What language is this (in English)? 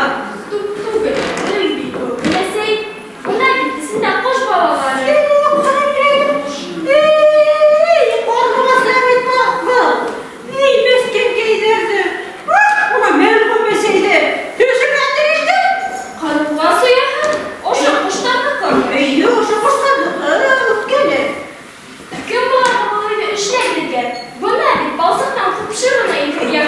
Bashkir